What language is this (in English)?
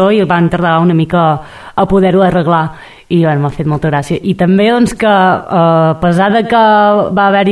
Catalan